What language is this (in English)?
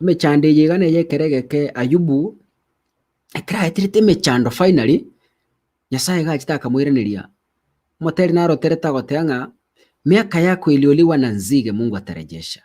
Gusii